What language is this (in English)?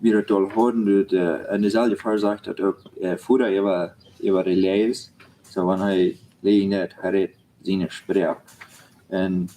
Plautdietsch